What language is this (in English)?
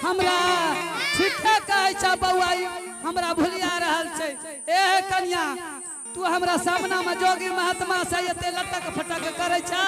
Angika